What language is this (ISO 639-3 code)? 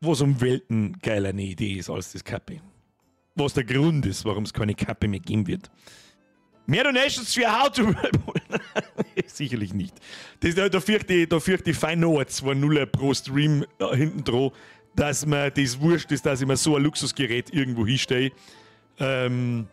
bar